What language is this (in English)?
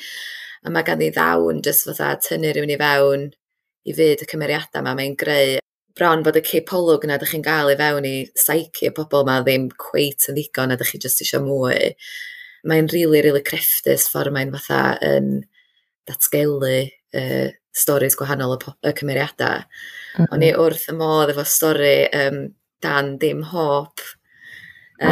Welsh